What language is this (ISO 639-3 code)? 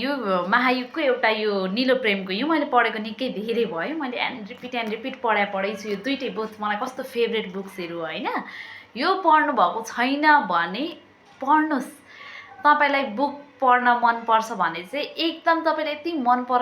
nep